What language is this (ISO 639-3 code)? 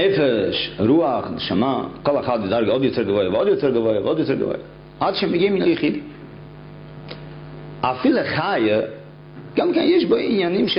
heb